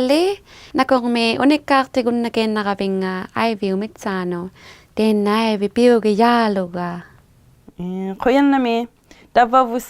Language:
Inuktitut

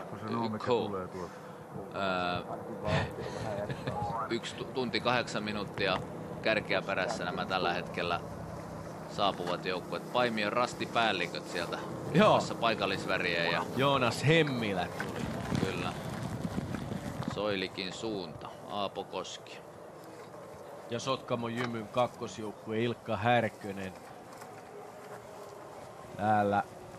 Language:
Finnish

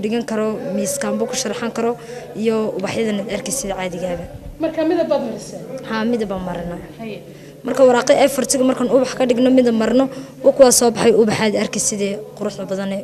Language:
Somali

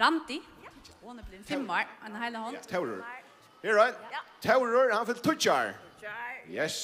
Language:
Faroese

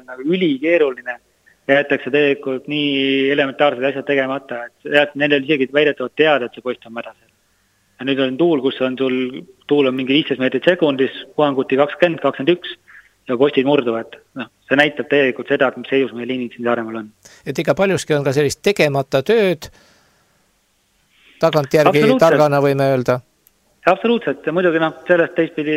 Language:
Estonian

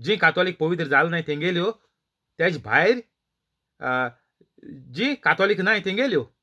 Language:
Konkani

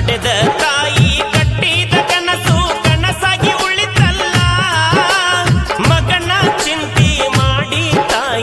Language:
Kannada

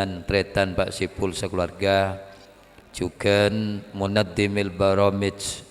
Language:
Madurese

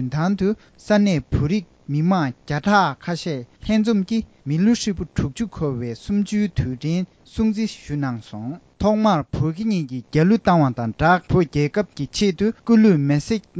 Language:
Tibetan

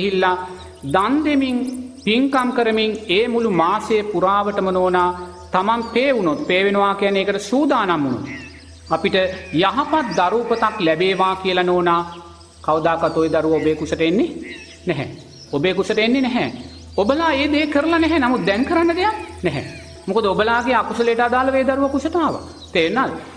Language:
Sinhala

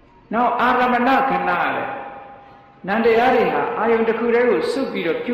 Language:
Burmese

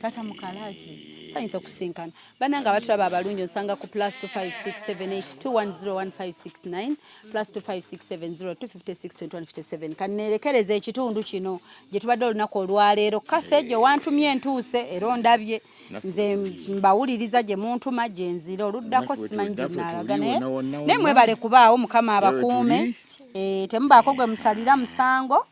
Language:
Ganda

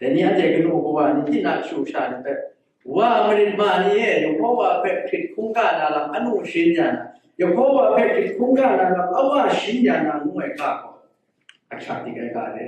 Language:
Kachin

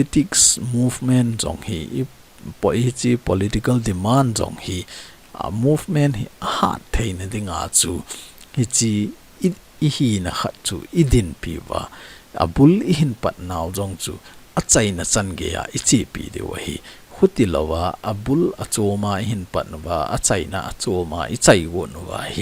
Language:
Thado Chin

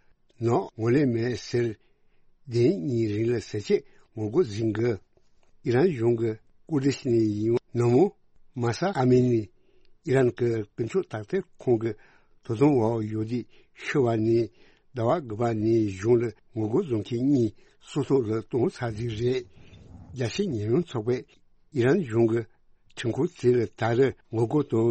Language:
Tibetan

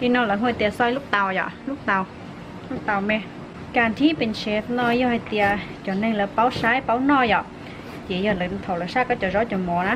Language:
Hmong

